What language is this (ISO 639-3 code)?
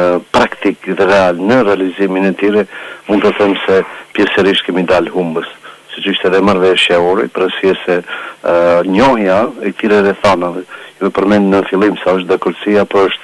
sqi